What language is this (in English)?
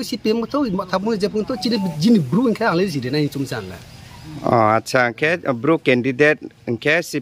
Riang (India)